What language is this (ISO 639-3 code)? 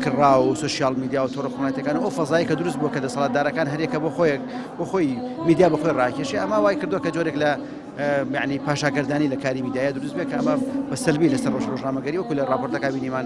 ckb